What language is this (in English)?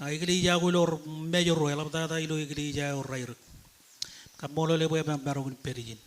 Marshallese